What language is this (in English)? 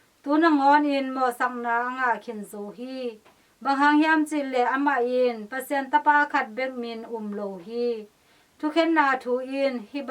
Tedim Chin